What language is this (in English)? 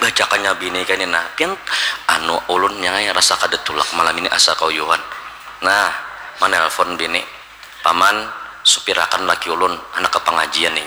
Banjar